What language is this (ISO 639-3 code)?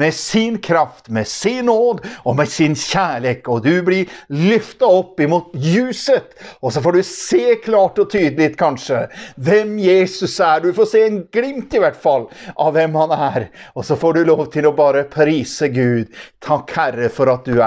nor